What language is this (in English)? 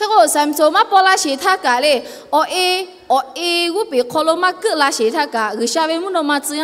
Lahu